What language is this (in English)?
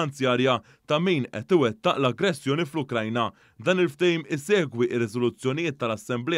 Maltese